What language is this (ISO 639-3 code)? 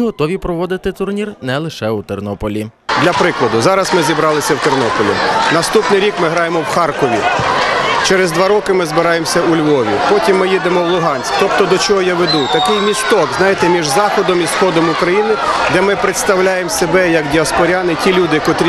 ukr